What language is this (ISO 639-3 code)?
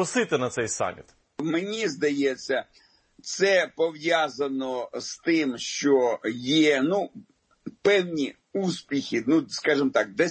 ukr